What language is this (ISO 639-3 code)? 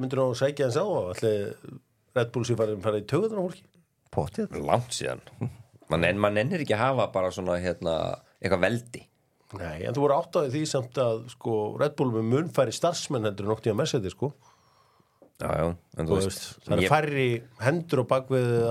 isl